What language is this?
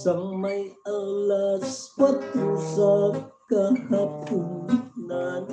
Hiligaynon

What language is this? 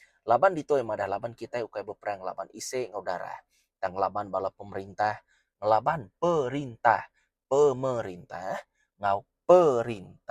Iban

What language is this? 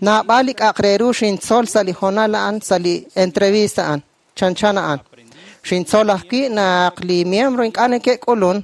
Kekchí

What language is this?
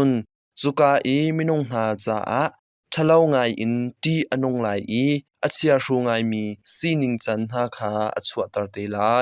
Hakha Chin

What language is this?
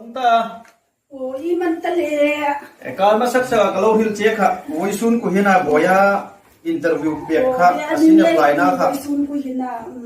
Hmar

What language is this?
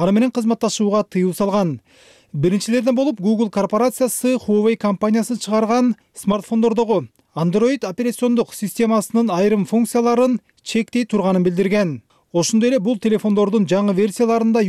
Kyrgyz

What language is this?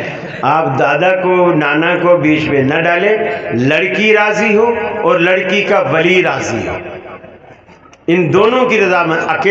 Urdu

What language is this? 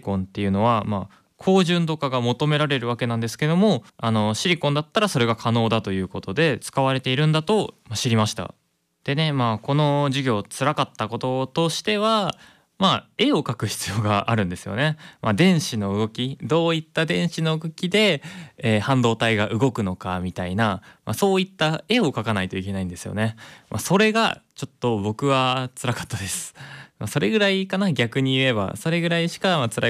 Japanese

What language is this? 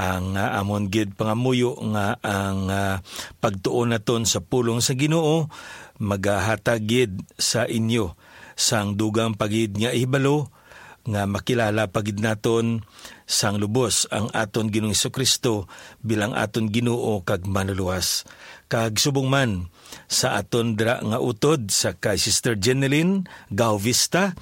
Hiligaynon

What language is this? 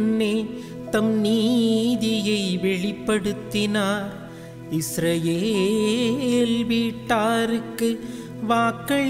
Tamil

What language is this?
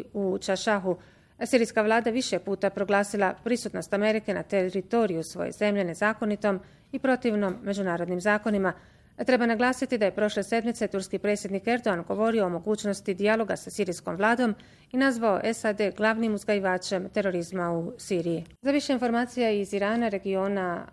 Bosnian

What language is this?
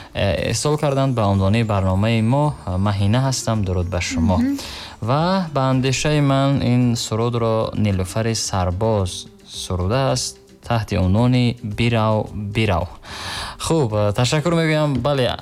Tajik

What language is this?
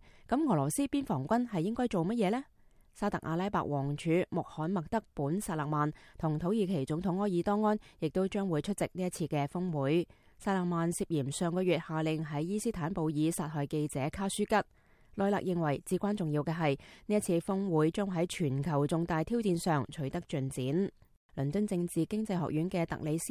Cantonese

